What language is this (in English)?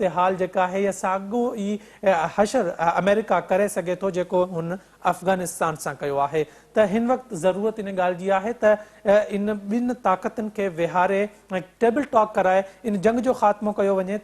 Sindhi